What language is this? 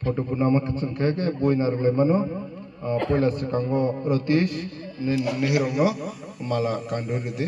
Kok Borok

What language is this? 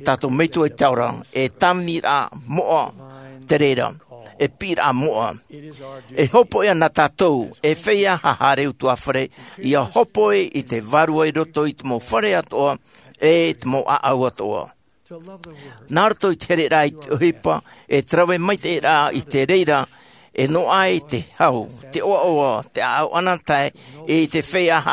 Tahitian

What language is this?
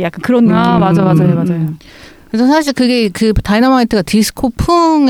Korean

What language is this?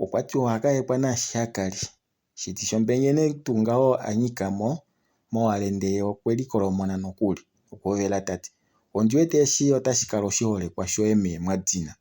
Kuanyama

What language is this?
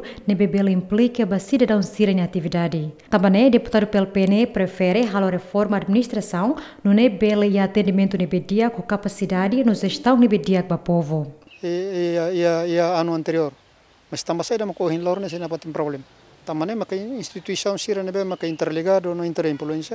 Tetum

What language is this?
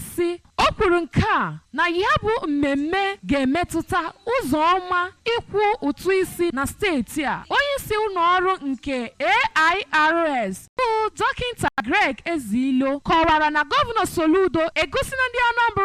Igbo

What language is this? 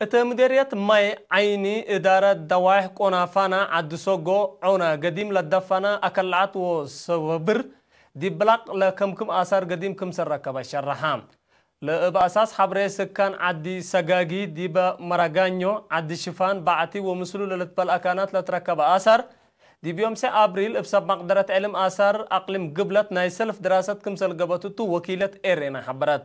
Tigre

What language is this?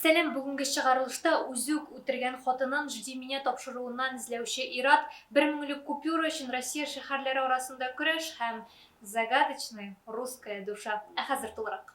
Tatar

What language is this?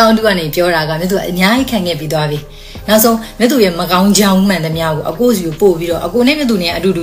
Burmese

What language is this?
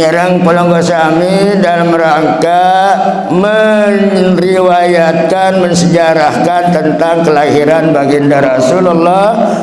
Sasak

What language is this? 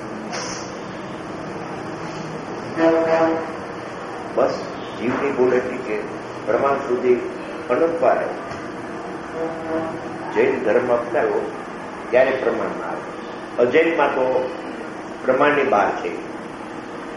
Gujarati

